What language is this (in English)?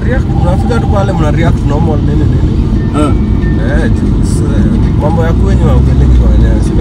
Swahili